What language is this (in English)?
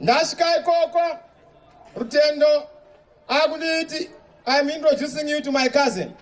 Shona